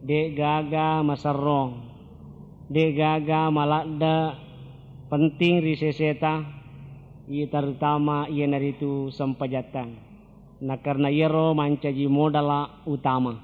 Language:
Buginese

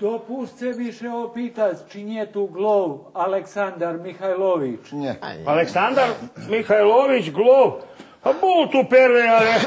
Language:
Rusyn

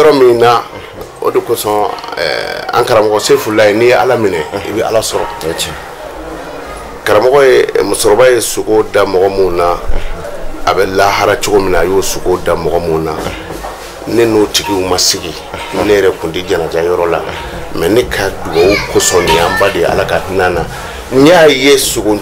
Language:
Bambara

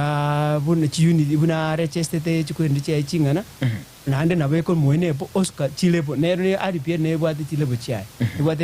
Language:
Gusii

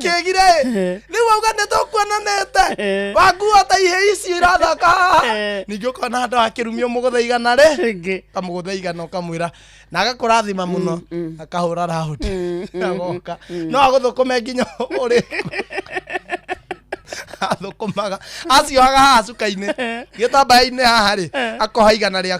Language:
Kikuyu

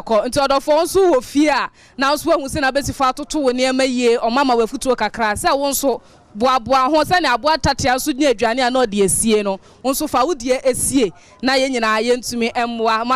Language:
Akan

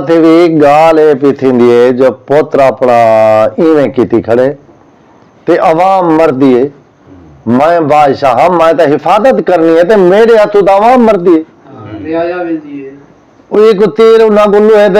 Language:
Saraiki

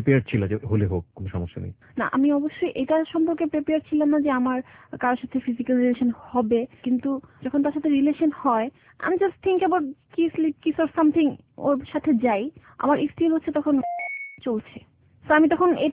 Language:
Bangla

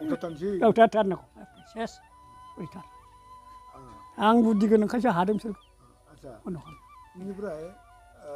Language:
Bodo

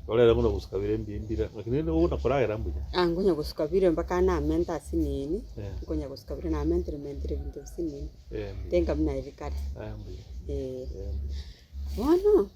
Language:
Gusii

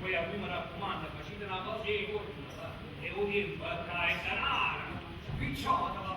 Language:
Neapolitan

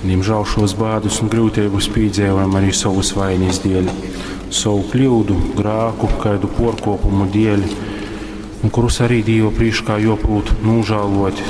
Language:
Latgalian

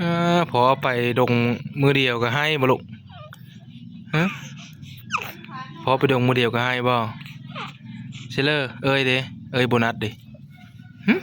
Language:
Northeastern Thai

